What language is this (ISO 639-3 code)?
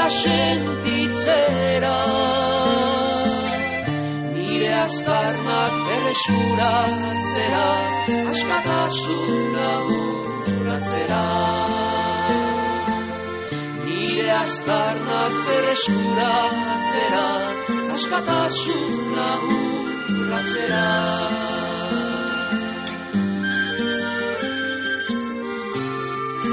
eus